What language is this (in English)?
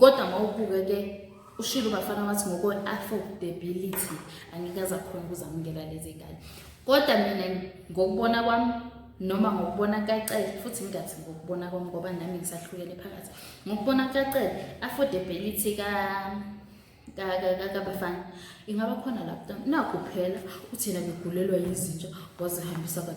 Zulu